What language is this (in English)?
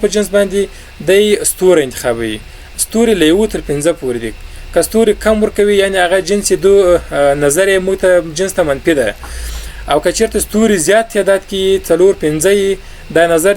Pashto